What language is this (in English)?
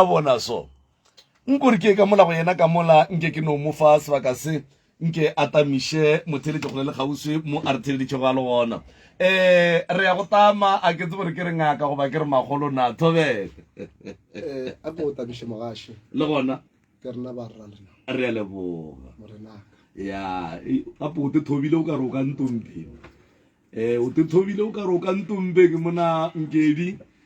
Northern Sotho